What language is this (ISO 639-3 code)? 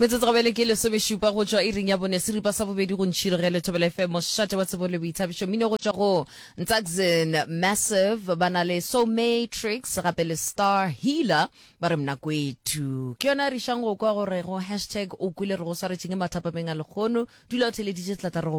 nso